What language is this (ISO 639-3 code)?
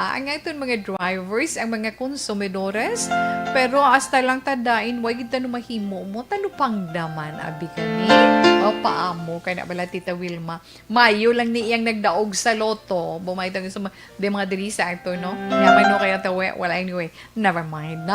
hil